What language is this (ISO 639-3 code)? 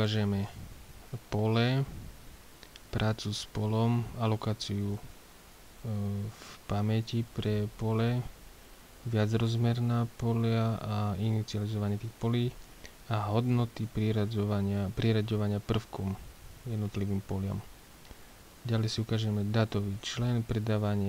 slk